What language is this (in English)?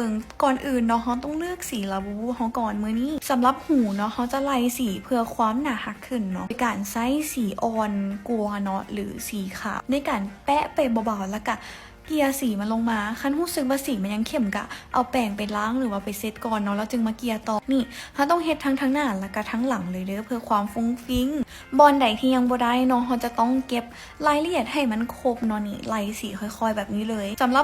Lao